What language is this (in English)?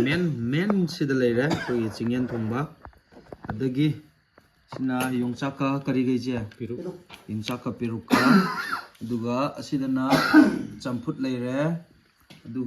Manipuri